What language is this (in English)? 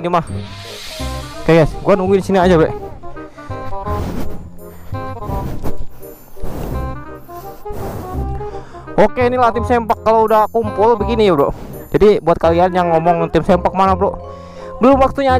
Indonesian